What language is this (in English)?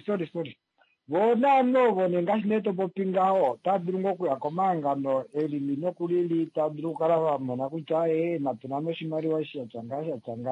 Kuanyama